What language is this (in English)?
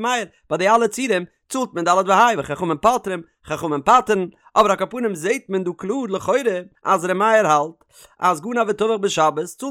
Yiddish